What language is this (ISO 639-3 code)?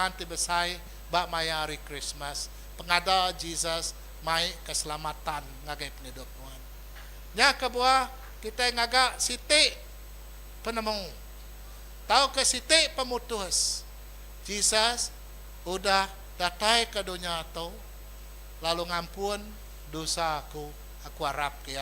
iba